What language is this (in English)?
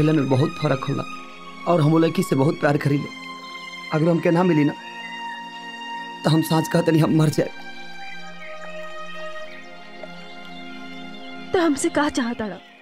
Bhojpuri